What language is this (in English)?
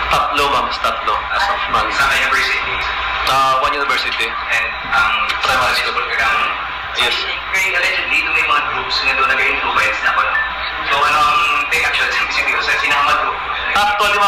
Filipino